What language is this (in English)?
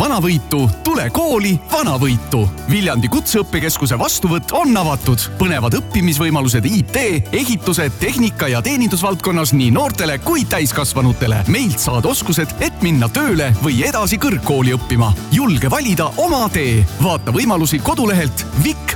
Estonian